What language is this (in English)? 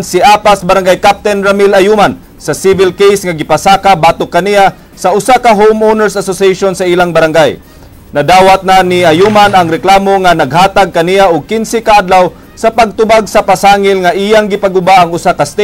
Cebuano